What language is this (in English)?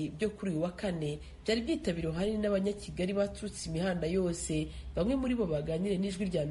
Kinyarwanda